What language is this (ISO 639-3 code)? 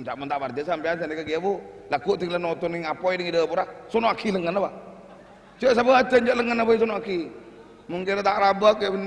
mad